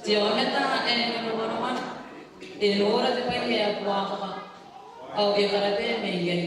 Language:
Gilbertese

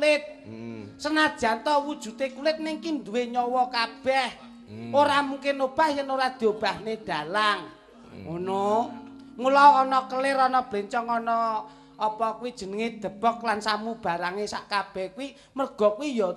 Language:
Javanese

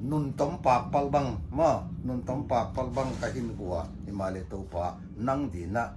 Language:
Paite Chin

